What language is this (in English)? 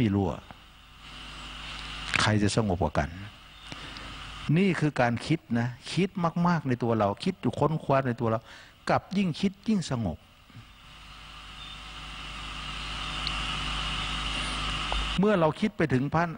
Thai